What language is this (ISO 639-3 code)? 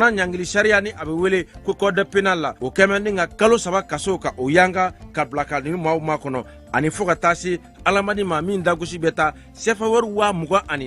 bam